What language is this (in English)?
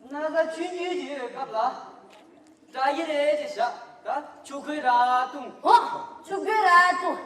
Tibetan